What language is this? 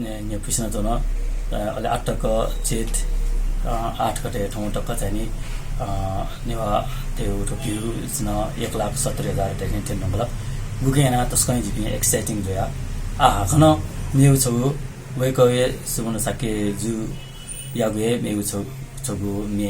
Newari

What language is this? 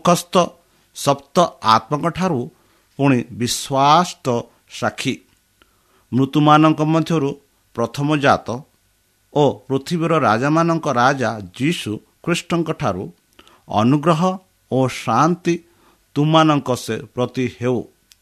Odia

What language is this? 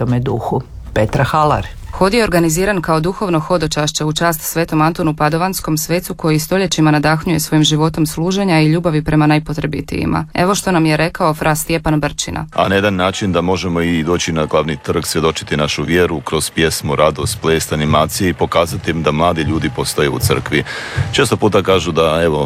Croatian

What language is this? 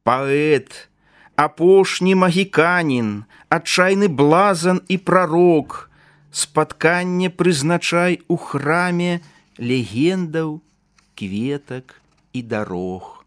Belarusian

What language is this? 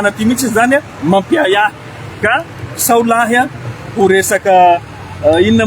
Malagasy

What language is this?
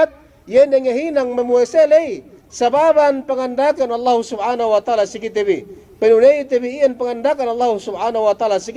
Yakan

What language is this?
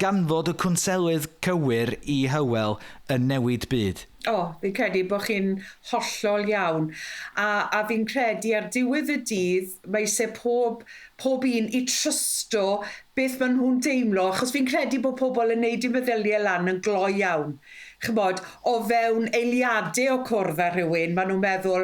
Welsh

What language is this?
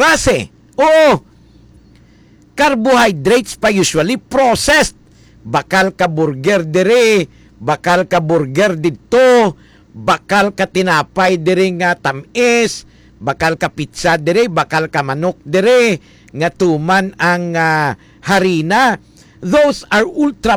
Hiligaynon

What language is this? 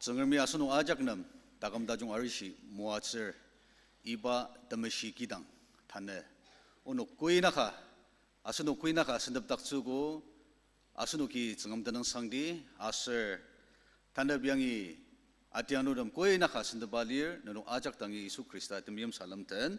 Ao Naga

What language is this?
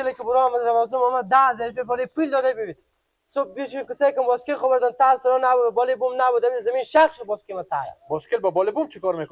Persian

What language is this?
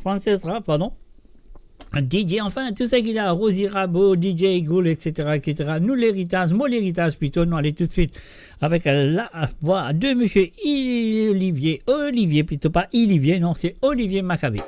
Morisyen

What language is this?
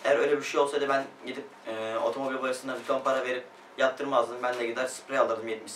Turkish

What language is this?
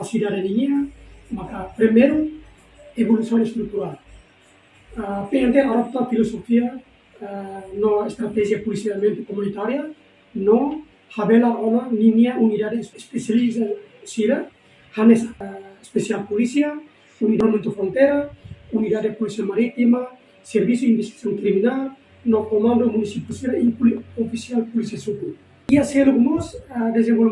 Tetum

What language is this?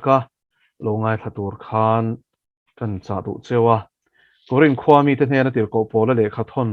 Mizo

